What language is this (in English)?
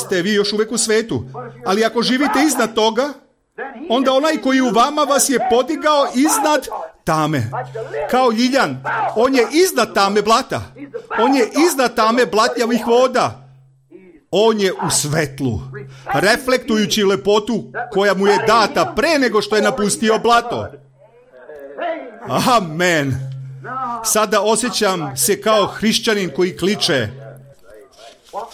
Serbian